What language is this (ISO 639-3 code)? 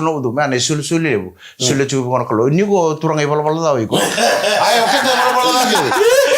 fij